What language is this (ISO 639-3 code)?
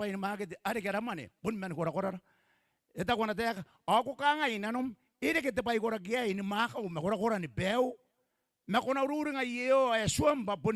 gil